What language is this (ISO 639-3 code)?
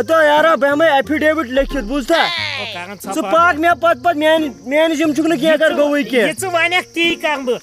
kas